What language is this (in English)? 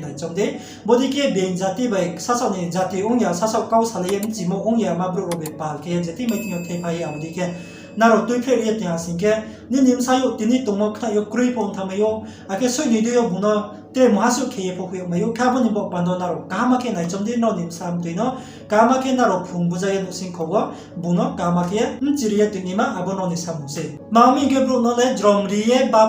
Riang (India)